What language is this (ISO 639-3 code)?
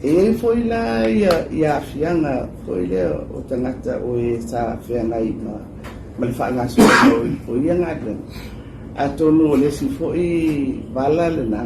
smo